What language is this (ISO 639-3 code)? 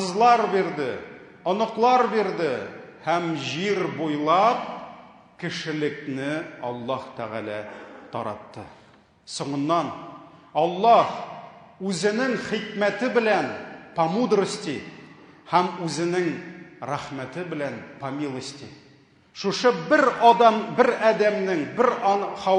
tat